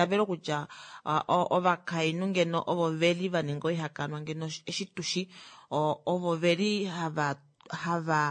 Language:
Kuanyama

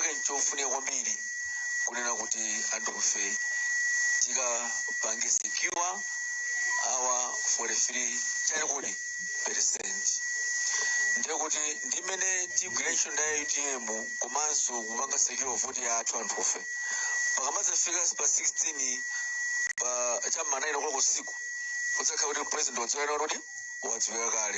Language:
Nyanja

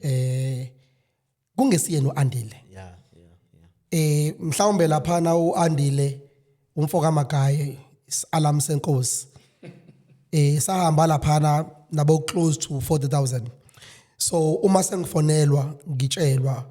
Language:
Zulu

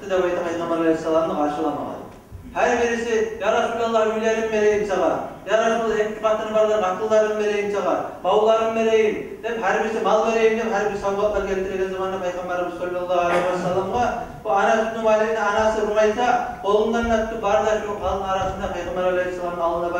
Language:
Kumyk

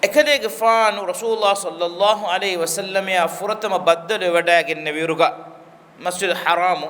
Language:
Divehi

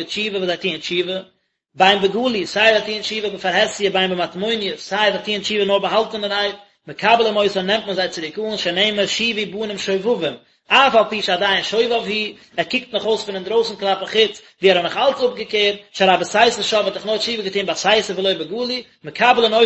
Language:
Yiddish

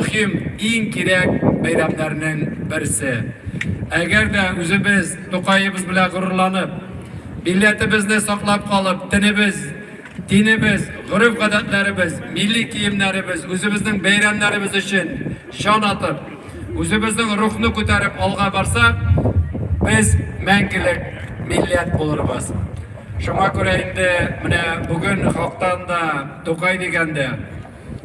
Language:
Tatar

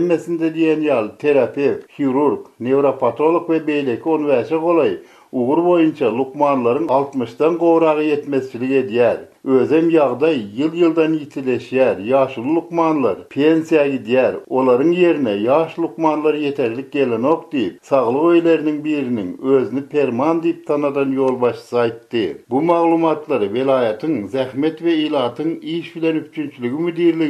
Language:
Turkmen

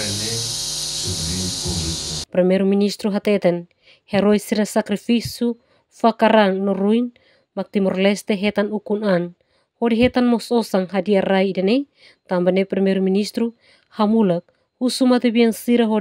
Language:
Tetum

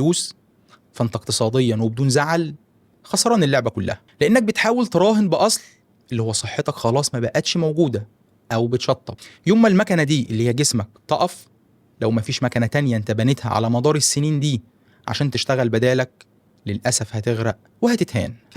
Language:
Egyptian Arabic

